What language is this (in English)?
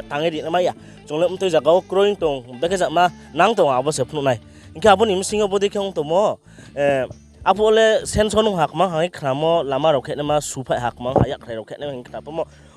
Riang (India)